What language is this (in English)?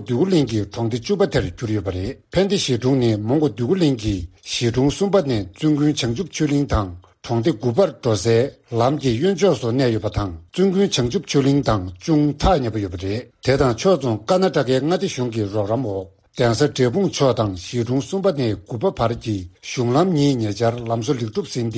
Tibetan